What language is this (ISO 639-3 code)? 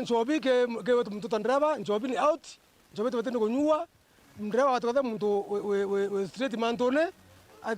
mer